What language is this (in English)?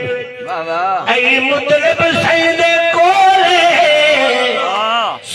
Saraiki